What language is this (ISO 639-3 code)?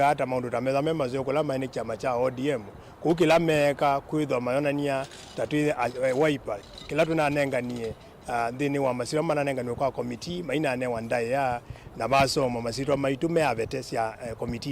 kam